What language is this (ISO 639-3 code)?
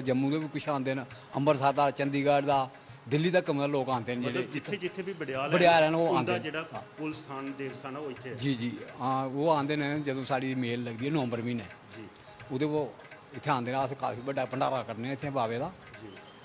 doi